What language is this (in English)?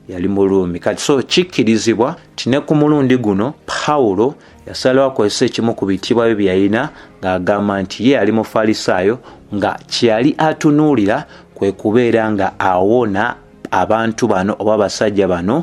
Ganda